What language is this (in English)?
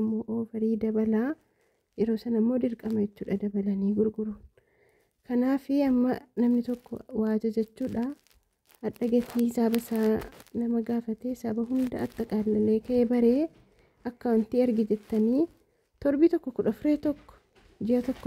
Oromo